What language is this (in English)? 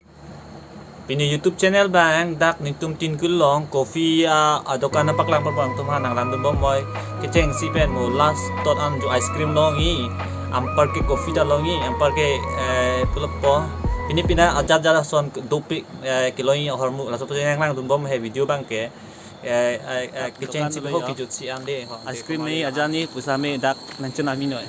Karbi